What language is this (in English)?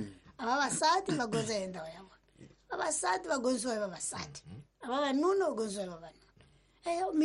Tsonga